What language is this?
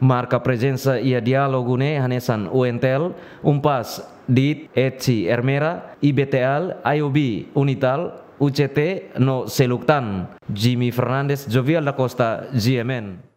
Tetum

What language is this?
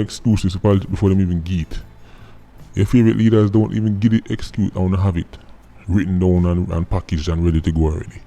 Jamaican Creole English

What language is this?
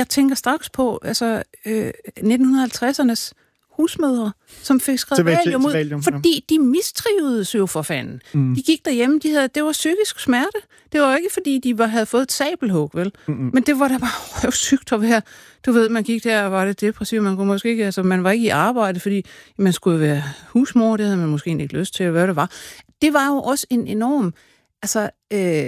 Danish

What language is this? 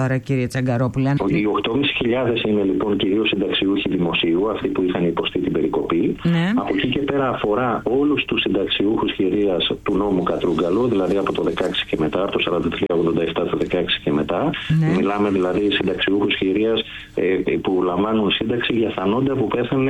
Greek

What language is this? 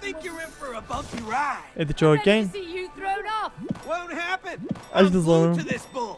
Kurdish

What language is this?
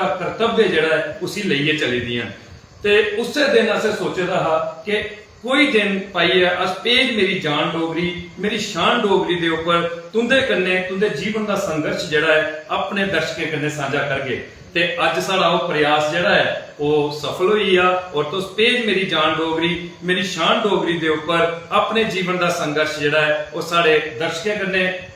Dogri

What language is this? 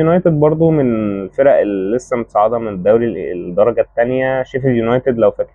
Egyptian Arabic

